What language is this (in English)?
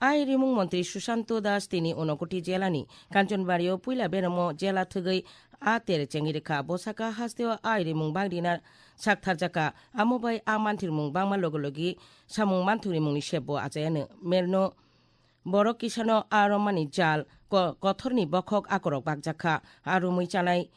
Kok Borok